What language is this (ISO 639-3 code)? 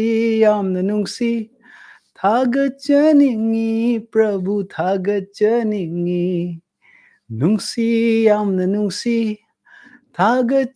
mni